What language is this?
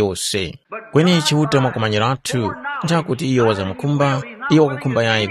Tumbuka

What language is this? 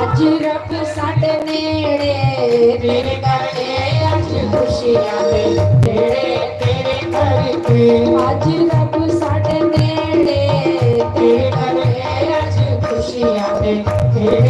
Dogri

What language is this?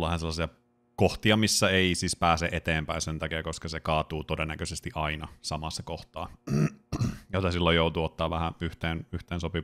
Finnish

